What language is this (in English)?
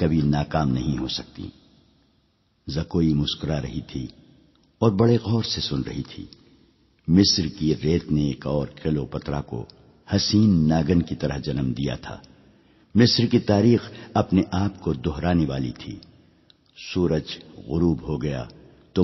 Urdu